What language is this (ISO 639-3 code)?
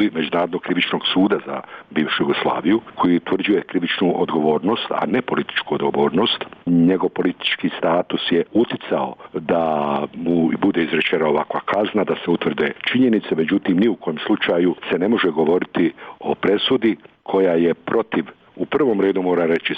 srp